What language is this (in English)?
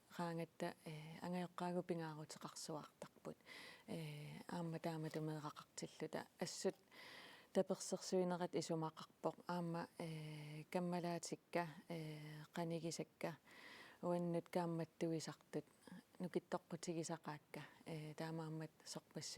Kalaallisut